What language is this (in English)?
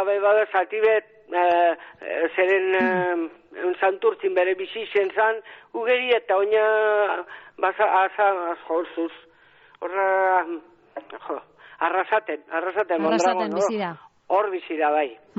Basque